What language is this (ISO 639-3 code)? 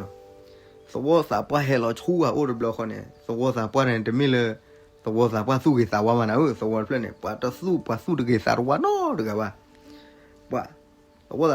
ksw